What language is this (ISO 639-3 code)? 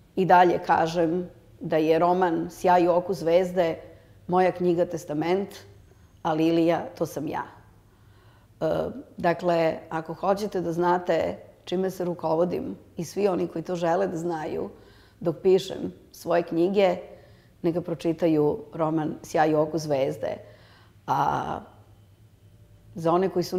srp